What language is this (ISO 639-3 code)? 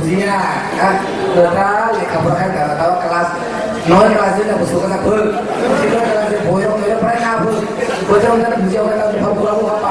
trp